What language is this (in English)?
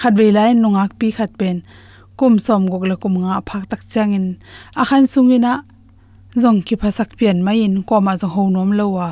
Tedim Chin